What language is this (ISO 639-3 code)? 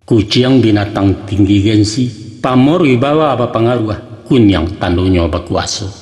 min